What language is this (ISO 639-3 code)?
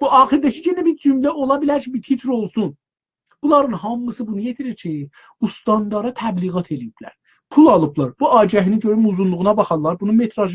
azb